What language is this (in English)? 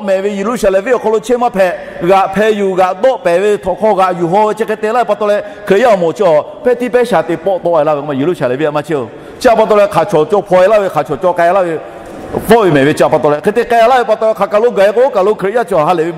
Lahu